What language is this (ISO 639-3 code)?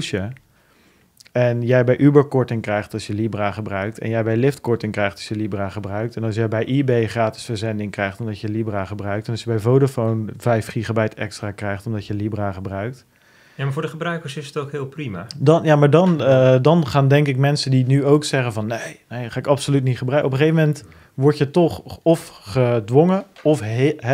nld